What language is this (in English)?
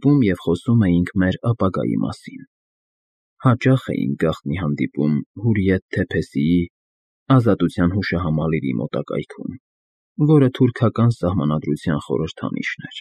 Armenian